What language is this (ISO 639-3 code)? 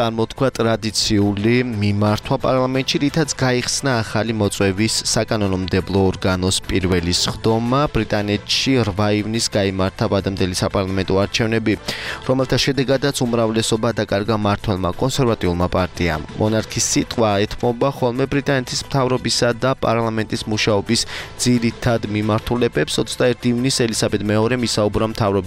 kat